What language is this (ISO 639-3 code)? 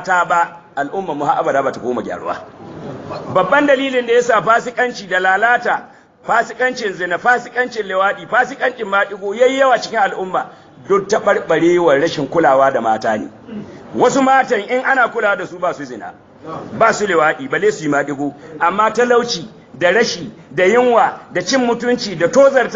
hau